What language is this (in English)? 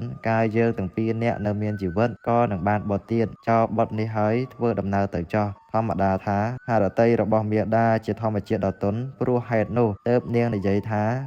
Khmer